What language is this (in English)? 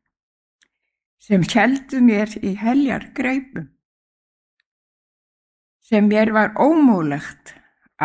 Icelandic